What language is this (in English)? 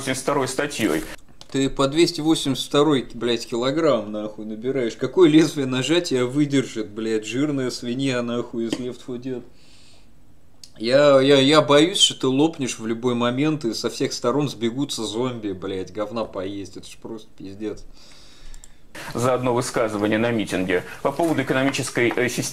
Russian